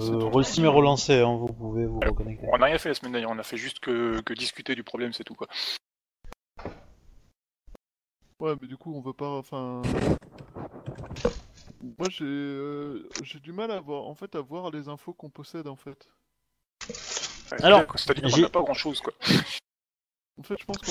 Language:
French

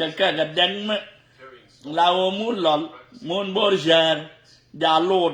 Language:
Nuer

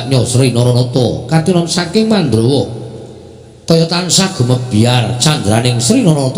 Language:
Javanese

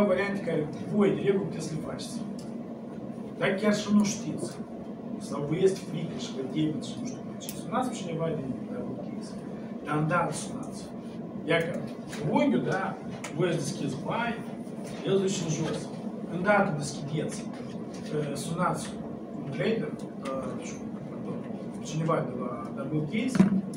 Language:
Romanian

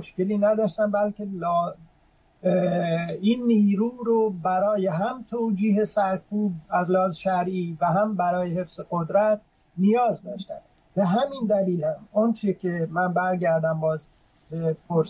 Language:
Persian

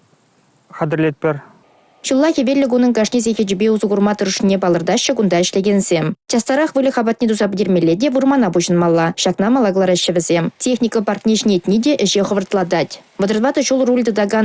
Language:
Chuvash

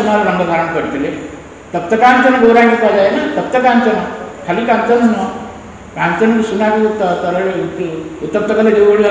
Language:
Odia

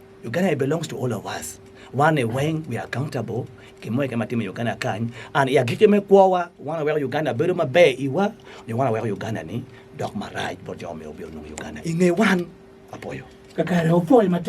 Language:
Acoli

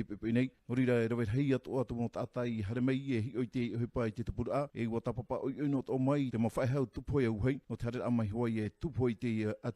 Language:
Tahitian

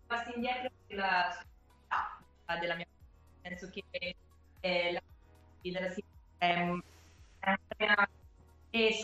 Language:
Italian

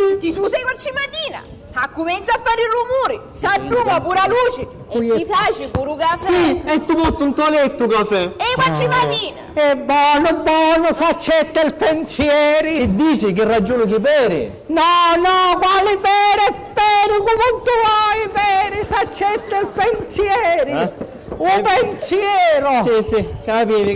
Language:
Sicilian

